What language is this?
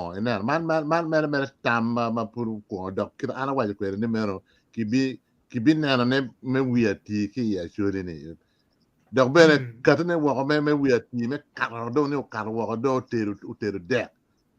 Acoli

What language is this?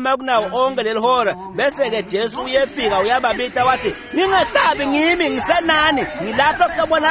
Swati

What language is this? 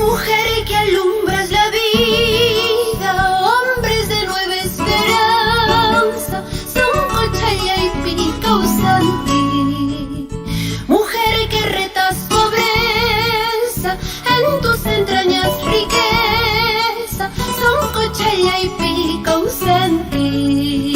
Ayacucho Quechua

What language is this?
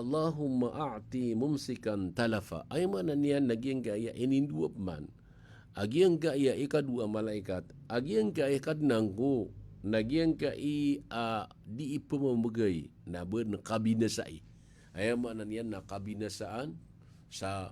Maranao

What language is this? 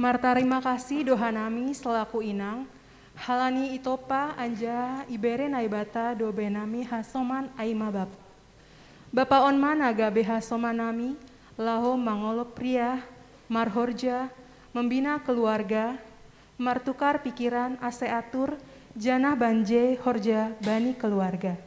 Batak Simalungun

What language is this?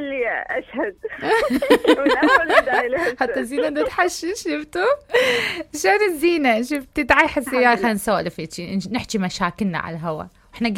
Mesopotamian Arabic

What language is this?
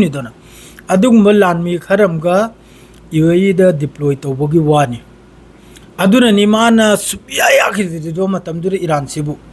Manipuri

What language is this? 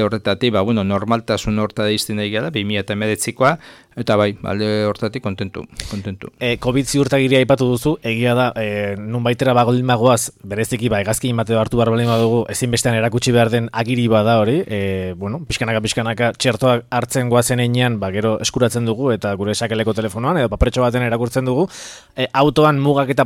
Basque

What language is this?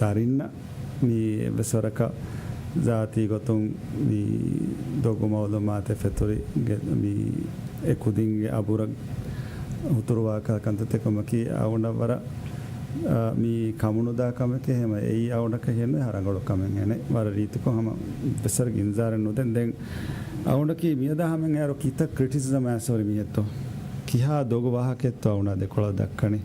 Divehi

